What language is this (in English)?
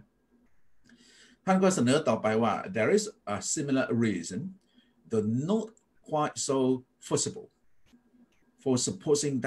Thai